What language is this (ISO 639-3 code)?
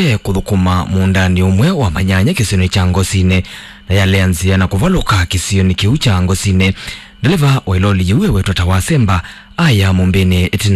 kam